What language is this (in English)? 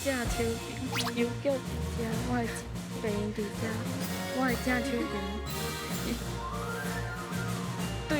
Min Nan Chinese